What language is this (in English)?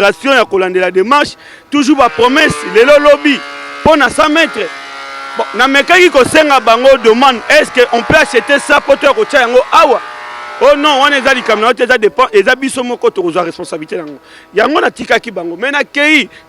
Lingala